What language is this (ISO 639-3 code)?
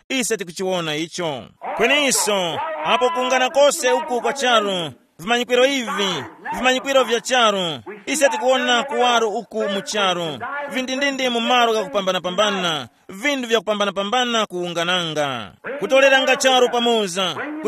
tum